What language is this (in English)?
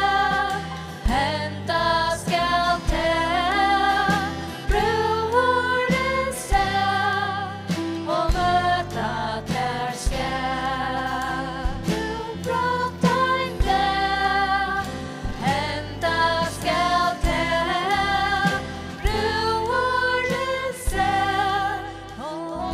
Faroese